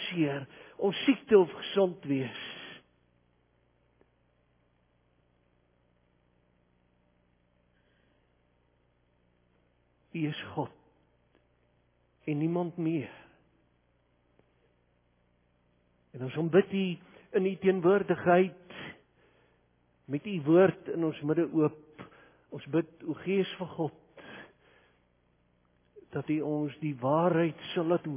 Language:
Afrikaans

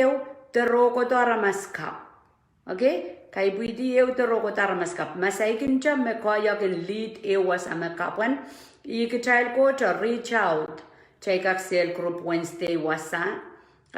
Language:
Pohnpeian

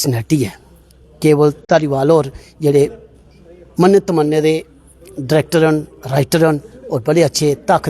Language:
Dogri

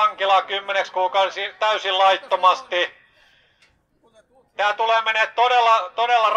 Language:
Finnish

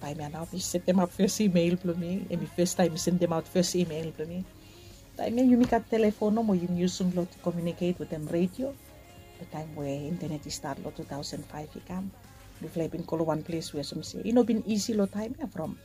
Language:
Bislama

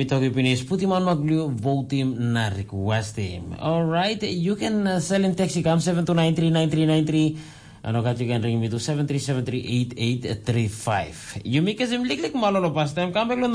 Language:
Tok Pisin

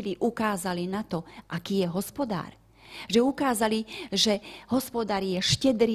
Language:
Slovak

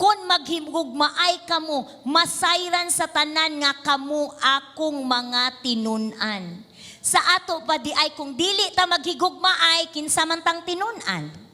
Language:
Cebuano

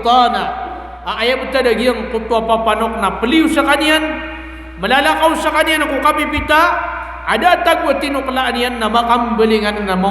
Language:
Maranao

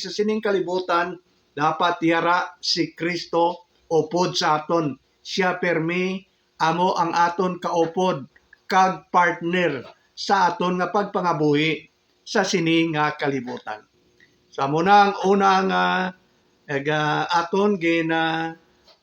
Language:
Hiligaynon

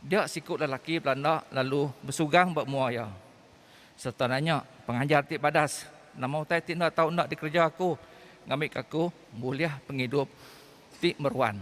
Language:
Iban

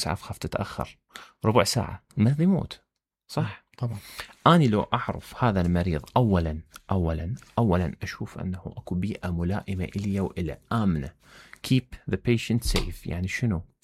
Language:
Mesopotamian Arabic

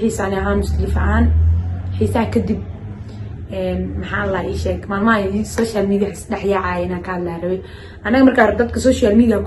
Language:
Somali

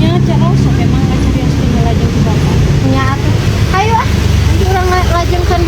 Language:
Sundanese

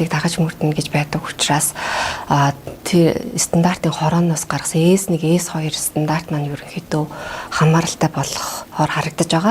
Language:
Mongolian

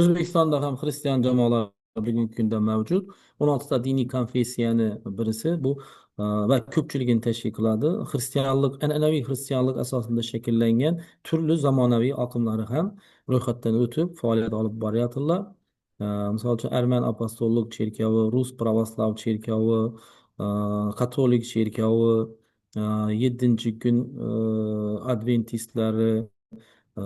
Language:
Uzbek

